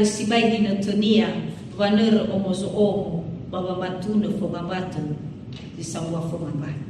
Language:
Nias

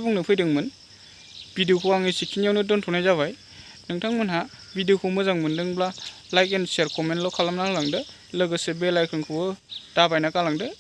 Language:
Bodo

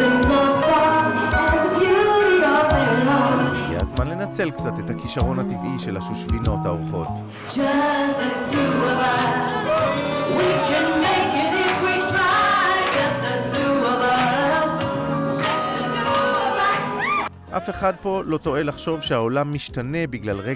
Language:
Hebrew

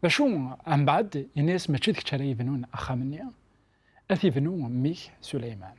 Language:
Kabyle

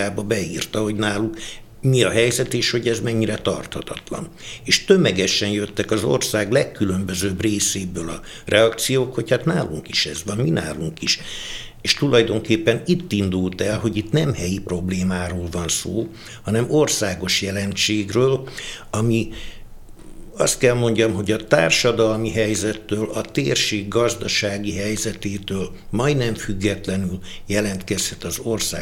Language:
Hungarian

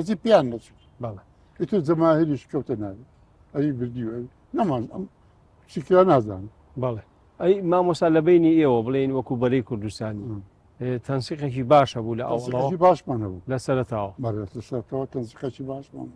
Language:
Central Kurdish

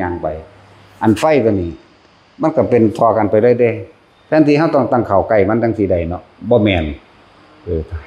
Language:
Northeastern Thai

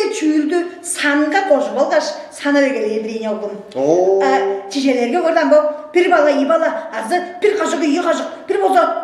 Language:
Tuvinian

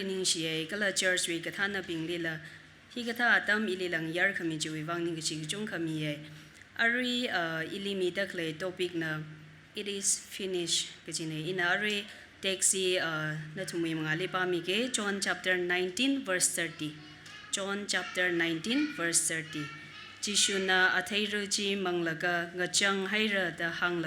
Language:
Tangkhul Naga (India)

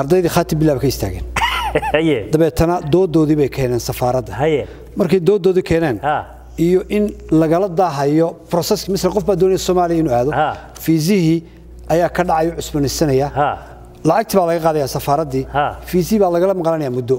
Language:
Somali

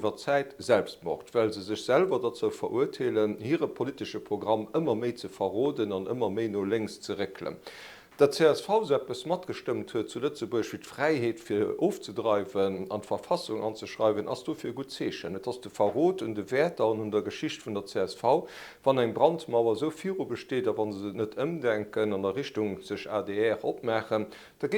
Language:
Luxembourgish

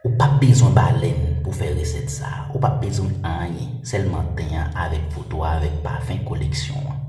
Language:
Haitian Creole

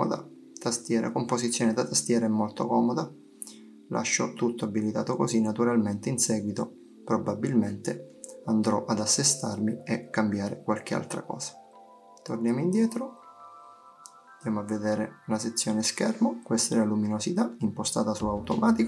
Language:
Italian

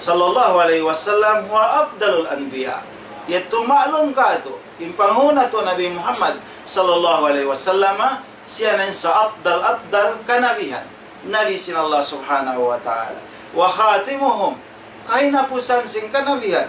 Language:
Tausug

